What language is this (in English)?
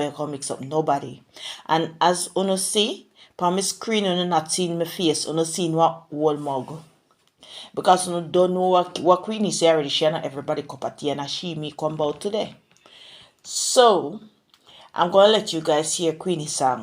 Jamaican Creole English